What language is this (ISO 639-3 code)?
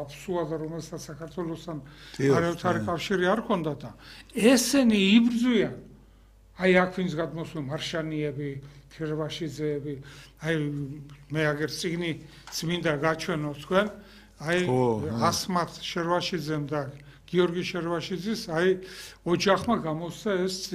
kat